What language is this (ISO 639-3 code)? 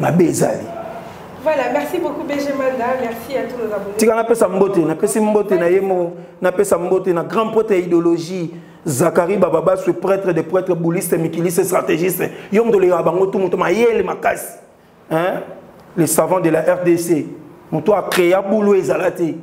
lin